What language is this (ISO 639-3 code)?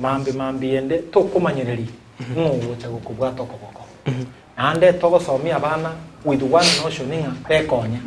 guz